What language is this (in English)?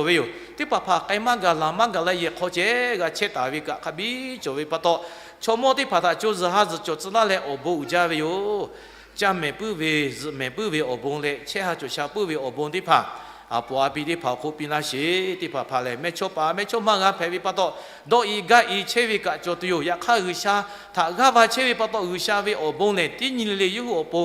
Lahu